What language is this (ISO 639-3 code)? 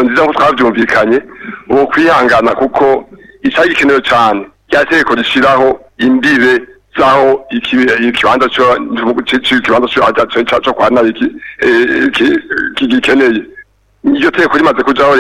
run